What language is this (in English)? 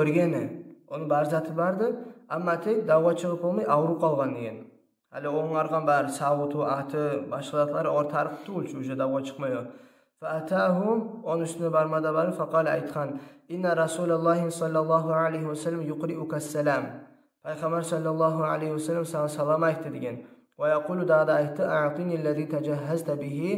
Kumyk